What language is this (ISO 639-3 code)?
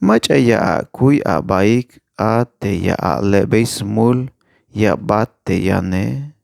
tzh